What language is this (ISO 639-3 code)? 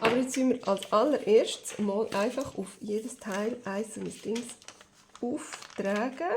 gsw